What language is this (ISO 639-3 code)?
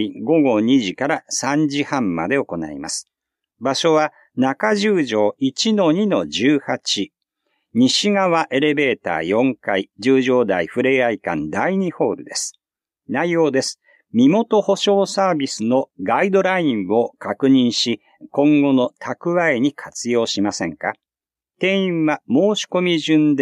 jpn